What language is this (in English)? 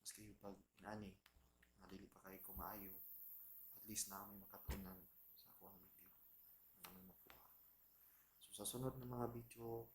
Cebuano